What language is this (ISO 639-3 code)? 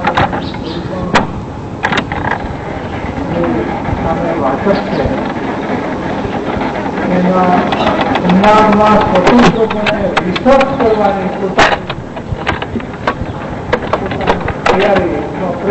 guj